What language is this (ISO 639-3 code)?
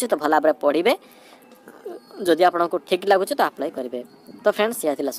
ori